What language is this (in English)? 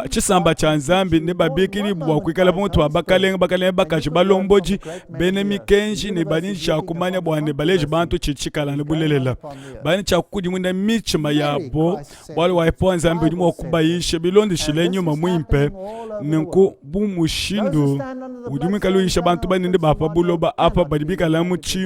Luba-Lulua